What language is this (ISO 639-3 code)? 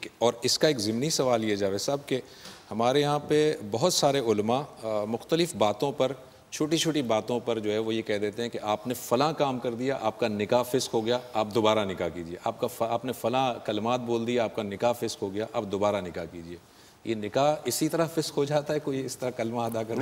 urd